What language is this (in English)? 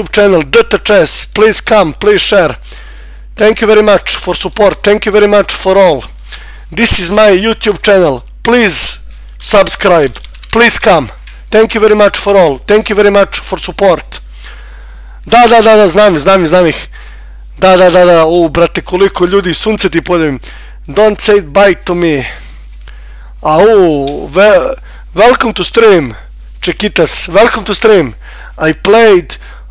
Serbian